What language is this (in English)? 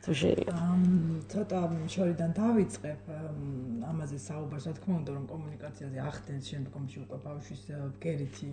Georgian